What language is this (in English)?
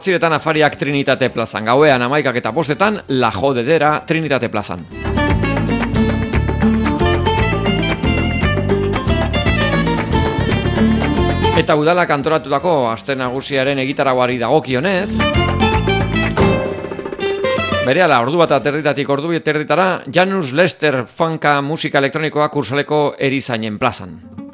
Basque